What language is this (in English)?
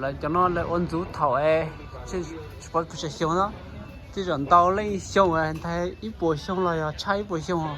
Hmong